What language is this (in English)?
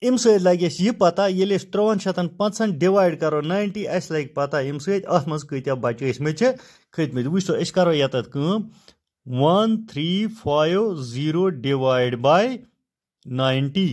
Kashmiri